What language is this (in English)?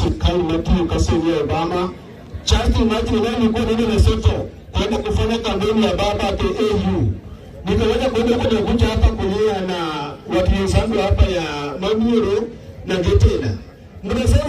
Gusii